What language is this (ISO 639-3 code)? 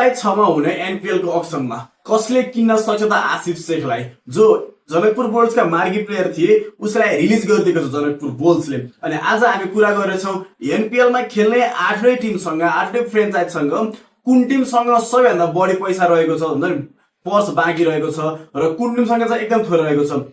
nep